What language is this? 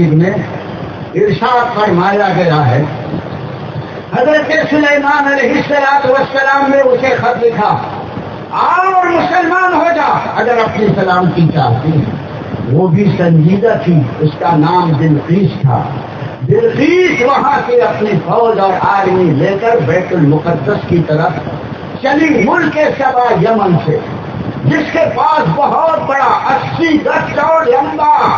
Urdu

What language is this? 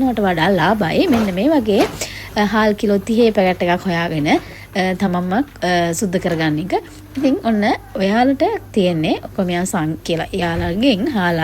Sinhala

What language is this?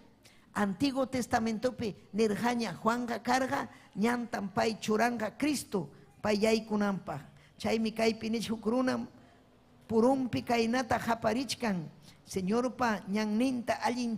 Ayacucho Quechua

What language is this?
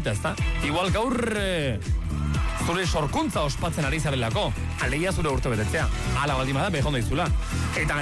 Basque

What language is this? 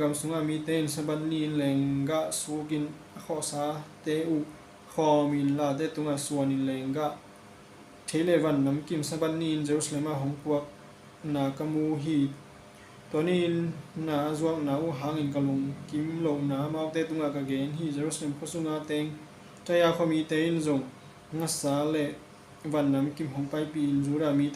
Tedim Chin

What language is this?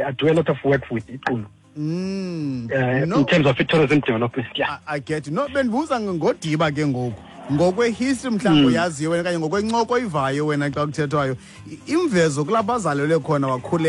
Xhosa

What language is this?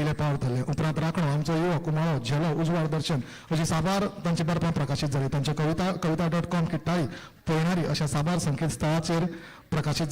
Konkani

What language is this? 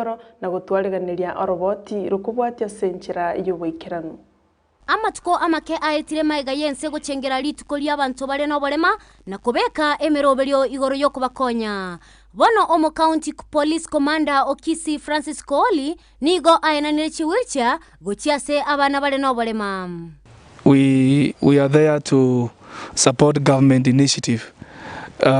Gusii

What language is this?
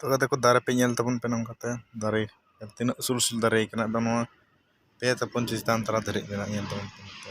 Santali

